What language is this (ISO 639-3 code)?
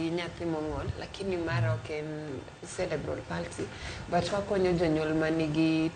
luo